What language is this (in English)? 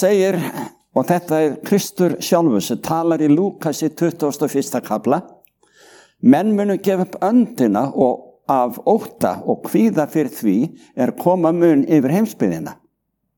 Icelandic